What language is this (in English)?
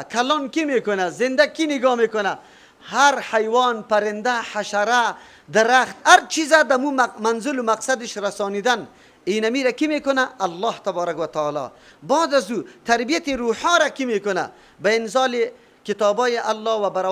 Persian